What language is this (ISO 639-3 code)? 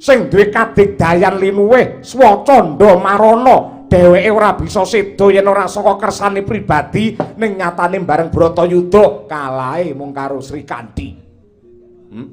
jav